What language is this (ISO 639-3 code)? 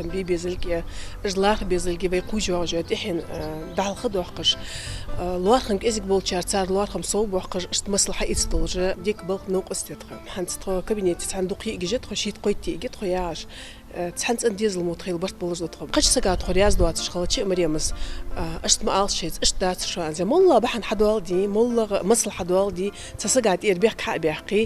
inh